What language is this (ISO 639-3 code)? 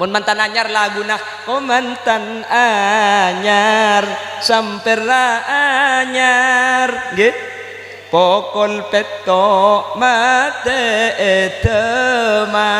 mad